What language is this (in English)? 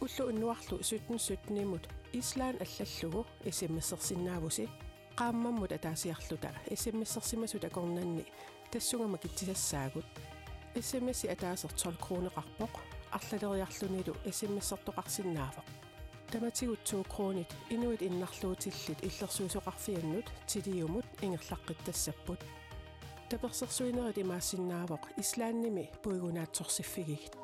Kalaallisut